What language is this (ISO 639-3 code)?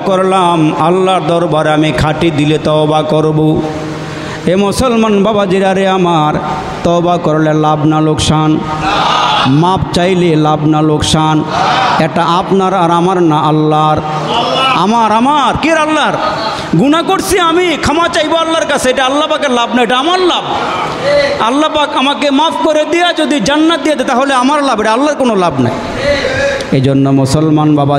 ben